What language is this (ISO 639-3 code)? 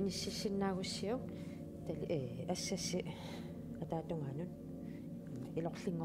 kal